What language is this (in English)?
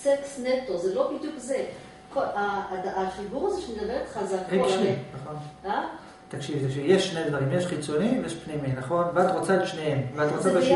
Hebrew